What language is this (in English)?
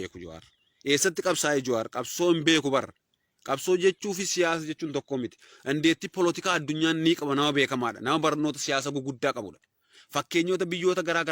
Oromo